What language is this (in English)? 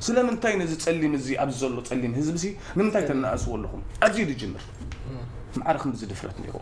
Tigrinya